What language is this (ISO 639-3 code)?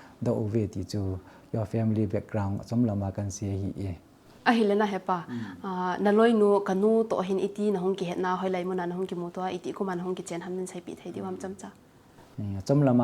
tcz